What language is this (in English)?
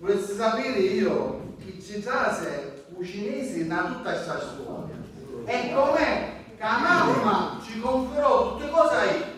Sicilian